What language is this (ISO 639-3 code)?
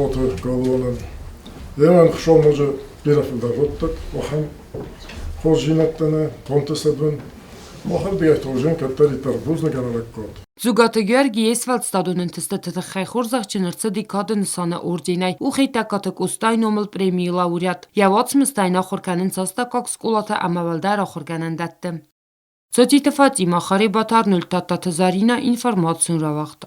oss